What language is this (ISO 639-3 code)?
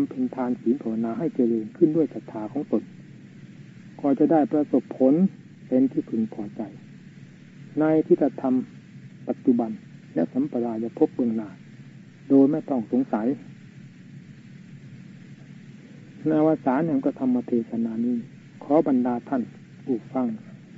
tha